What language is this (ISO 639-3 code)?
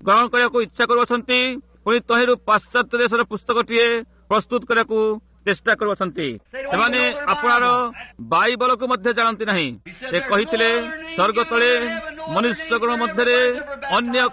ori